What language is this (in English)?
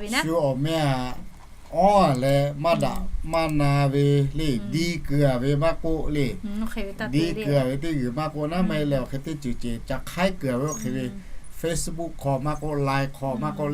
Lahu